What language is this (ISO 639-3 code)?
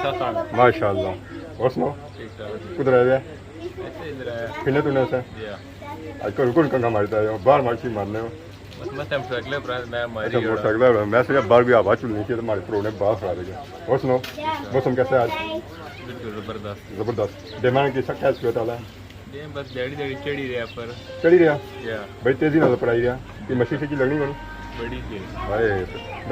phr